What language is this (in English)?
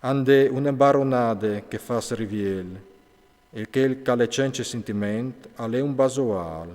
Friulian